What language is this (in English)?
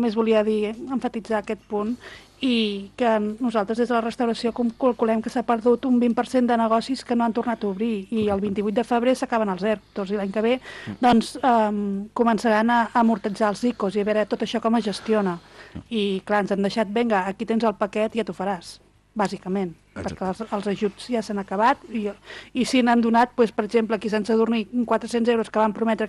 Catalan